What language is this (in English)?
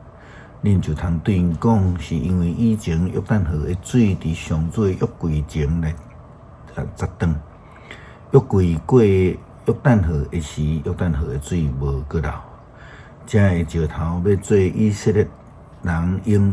Min Nan Chinese